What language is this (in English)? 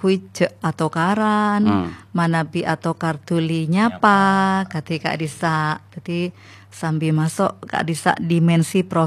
Madurese